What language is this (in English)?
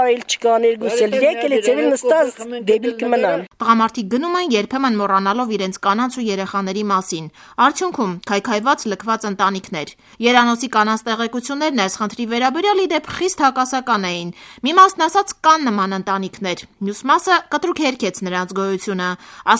Armenian